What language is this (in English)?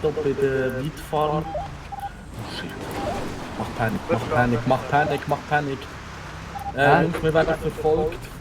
Swiss German